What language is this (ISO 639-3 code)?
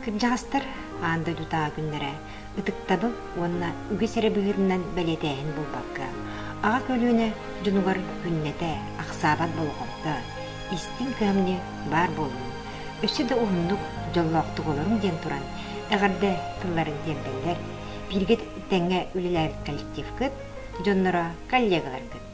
sah